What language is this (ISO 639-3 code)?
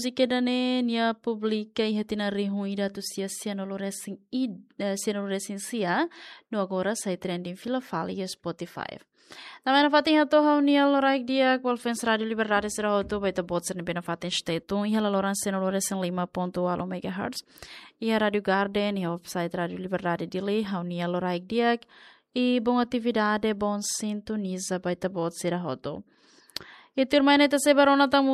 tet